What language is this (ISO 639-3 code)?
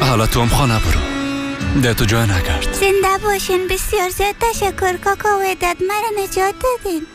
fas